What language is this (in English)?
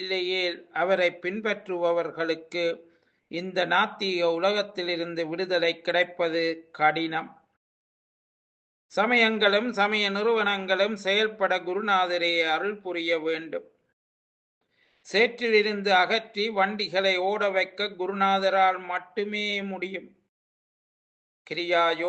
Tamil